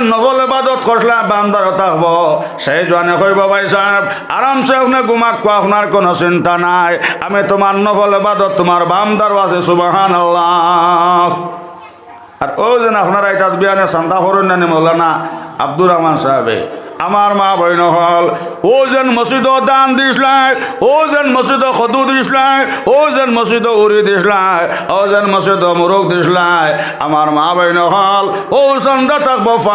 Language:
Sylheti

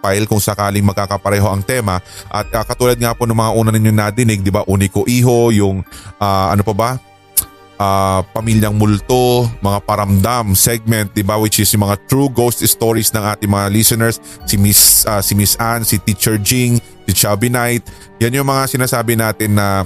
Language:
Filipino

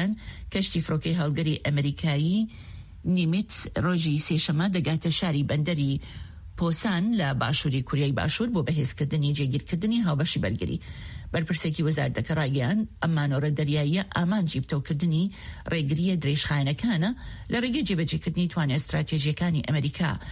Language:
Central Kurdish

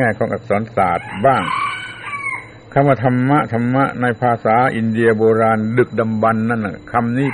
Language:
Thai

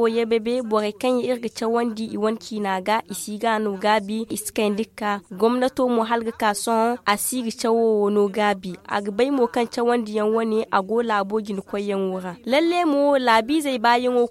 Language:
Zarma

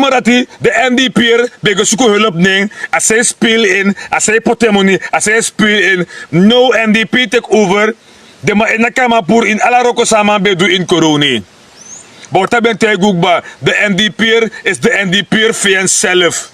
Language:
Sranan Tongo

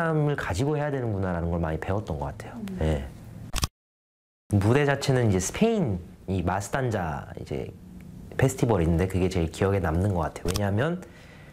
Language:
Korean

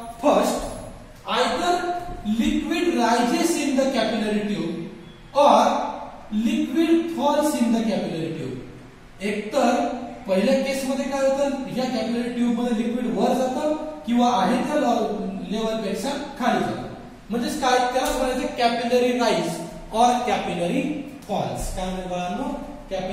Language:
Marathi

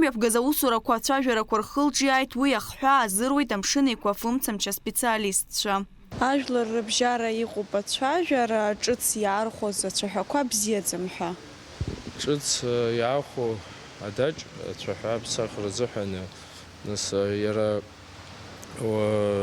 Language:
Abkhazian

